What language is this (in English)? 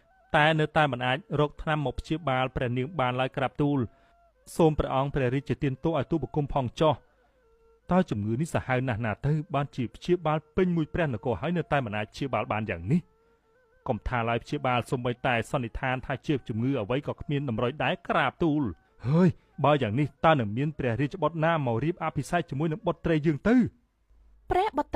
Khmer